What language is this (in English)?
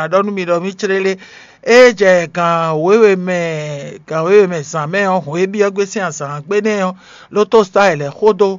Fon